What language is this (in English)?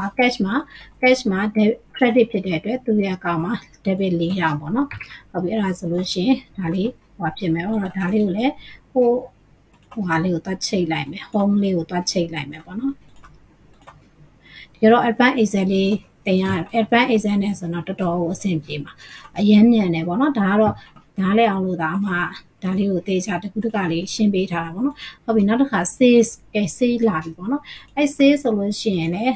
Burmese